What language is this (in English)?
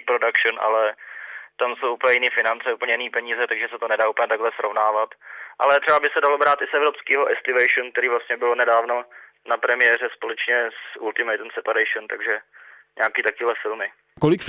Czech